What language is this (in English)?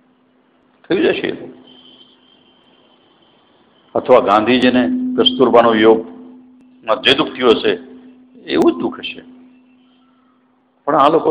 Gujarati